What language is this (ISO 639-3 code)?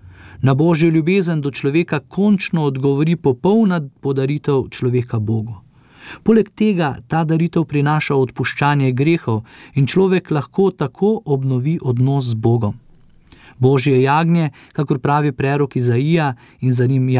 slv